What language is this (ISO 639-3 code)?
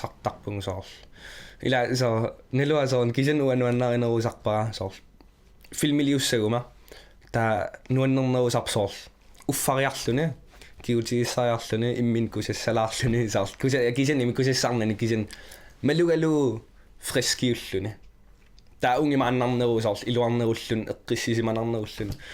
kal